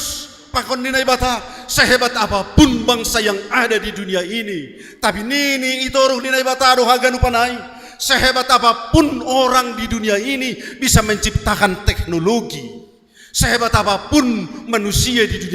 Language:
Batak Simalungun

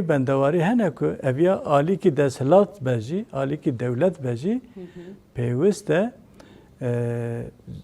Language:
Kurdish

